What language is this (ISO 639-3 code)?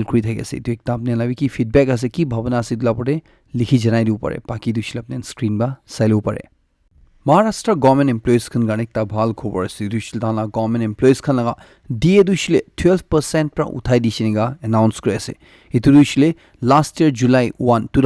nag